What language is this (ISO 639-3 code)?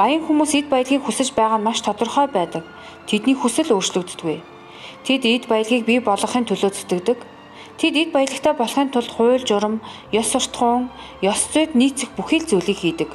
mon